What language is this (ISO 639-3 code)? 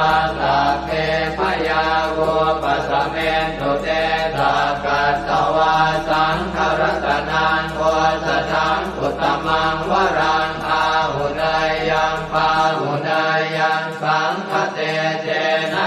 pli